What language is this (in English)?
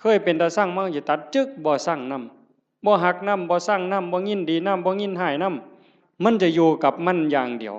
Northeastern Thai